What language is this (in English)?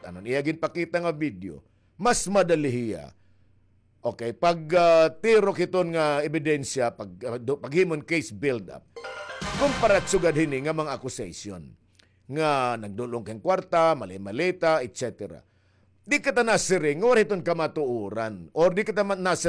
Waray